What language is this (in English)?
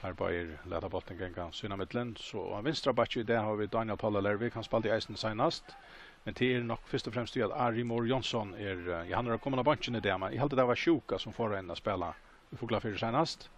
Faroese